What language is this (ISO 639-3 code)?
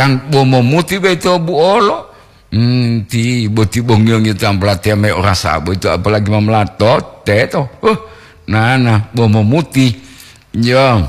gor